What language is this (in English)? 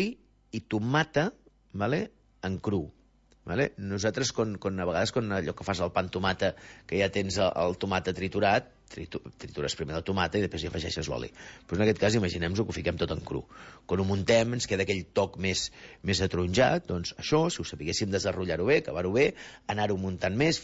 Catalan